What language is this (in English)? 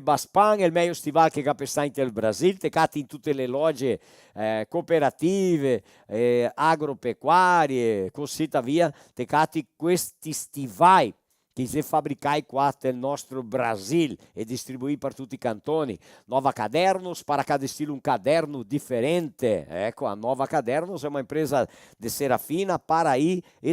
Venetian